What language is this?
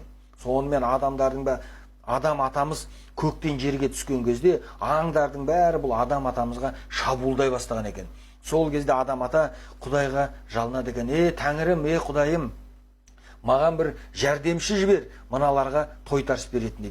Kazakh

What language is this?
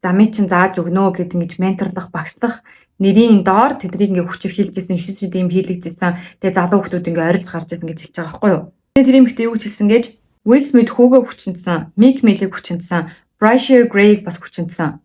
Mongolian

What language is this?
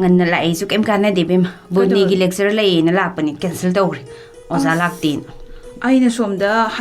Manipuri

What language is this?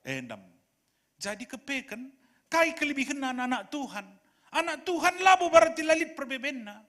Batak Karo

